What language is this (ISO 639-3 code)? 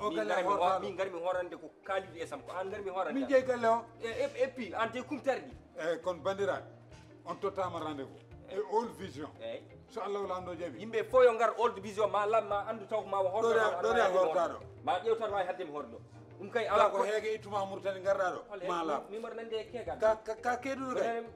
ful